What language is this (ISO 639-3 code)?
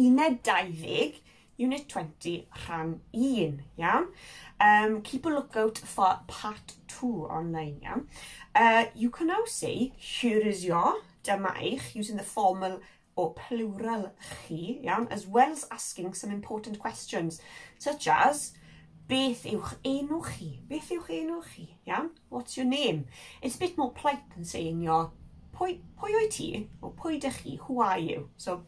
cym